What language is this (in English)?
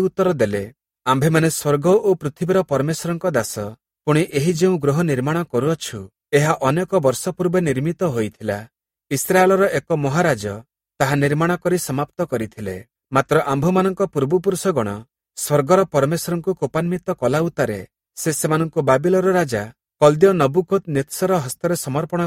Odia